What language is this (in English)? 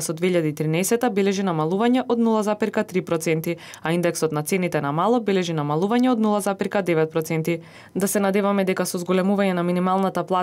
Macedonian